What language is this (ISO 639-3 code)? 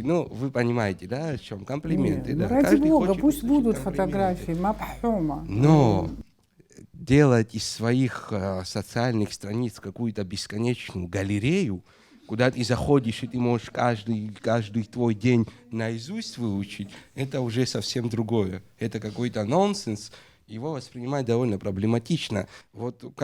abk